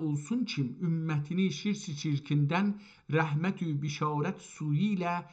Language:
South Azerbaijani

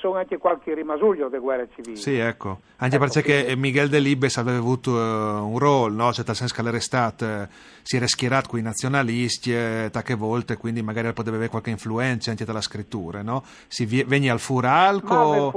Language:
Friulian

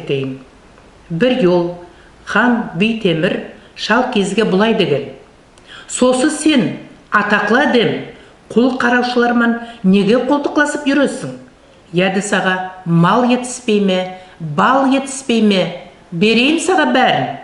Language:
Nogai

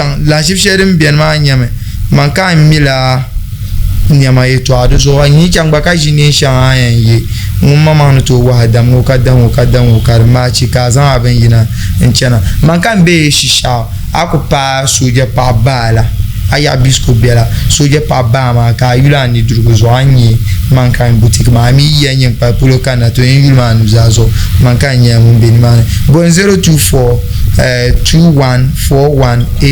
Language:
Dagbani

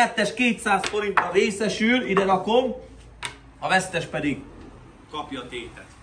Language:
Hungarian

